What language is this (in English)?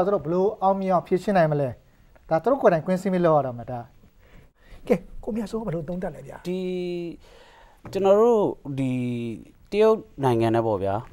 Burmese